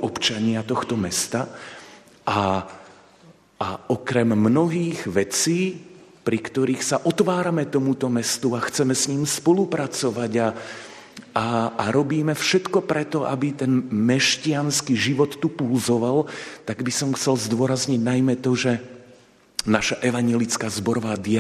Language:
Slovak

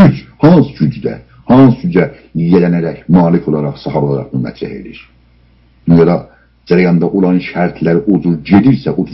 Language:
South Azerbaijani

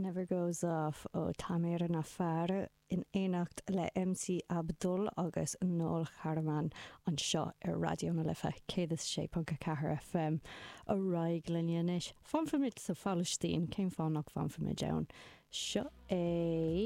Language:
Irish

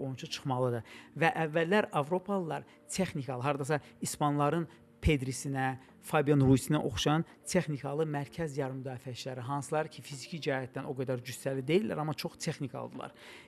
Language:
Azerbaijani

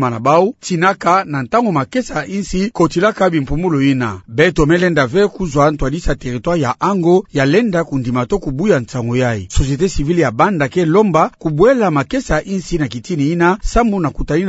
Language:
Kituba (Democratic Republic of Congo)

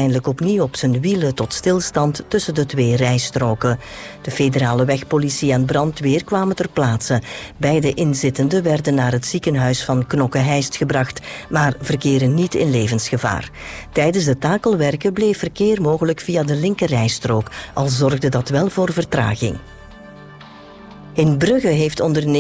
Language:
Dutch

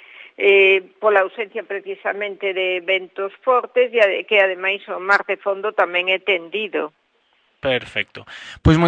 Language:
Galician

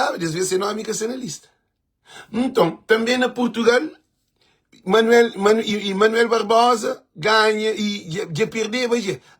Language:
Kabuverdianu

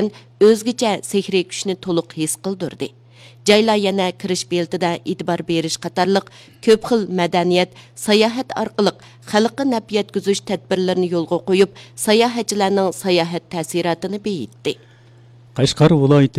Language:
Uyghur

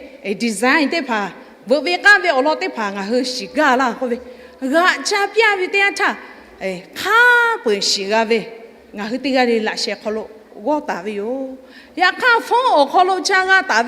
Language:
Lahu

